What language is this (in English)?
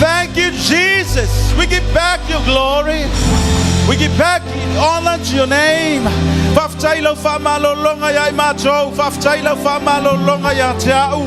Samoan